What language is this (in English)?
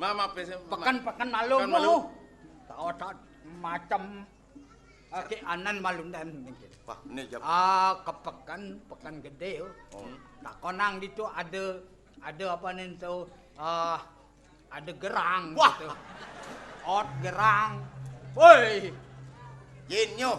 Balinese